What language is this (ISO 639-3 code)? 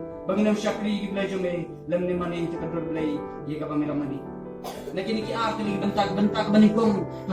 kha